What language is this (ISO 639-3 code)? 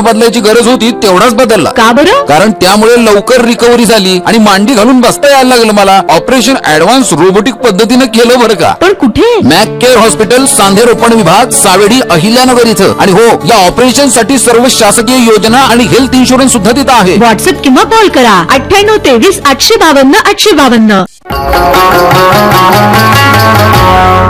mar